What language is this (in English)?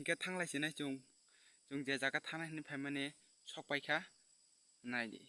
Kok Borok